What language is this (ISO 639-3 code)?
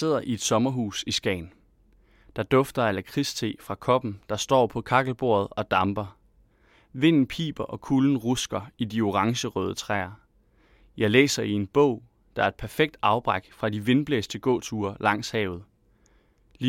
dan